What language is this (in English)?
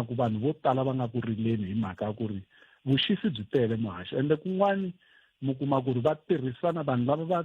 Tsonga